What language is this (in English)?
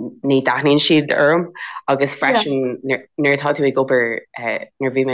Irish